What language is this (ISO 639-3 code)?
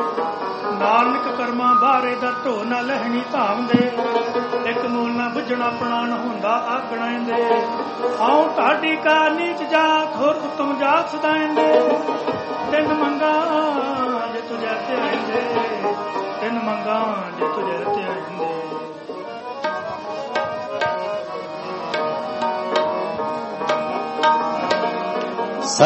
pan